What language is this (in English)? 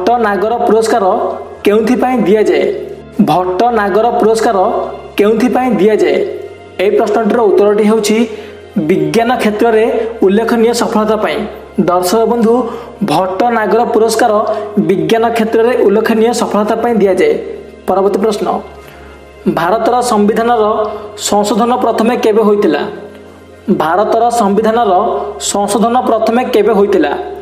Odia